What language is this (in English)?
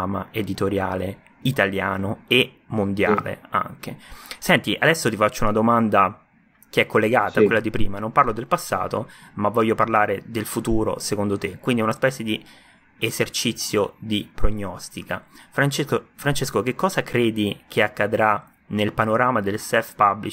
Italian